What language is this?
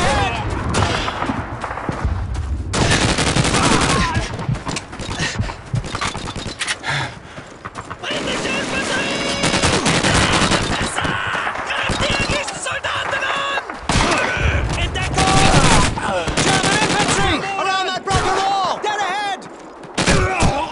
English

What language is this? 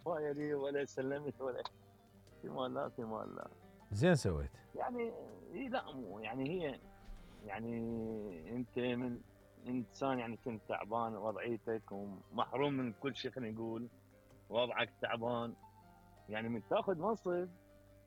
Mesopotamian Arabic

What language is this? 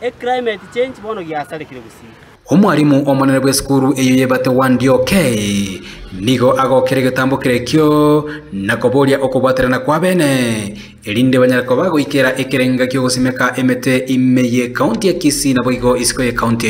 Gusii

